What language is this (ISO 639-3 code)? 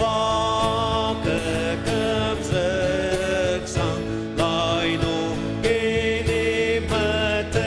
njo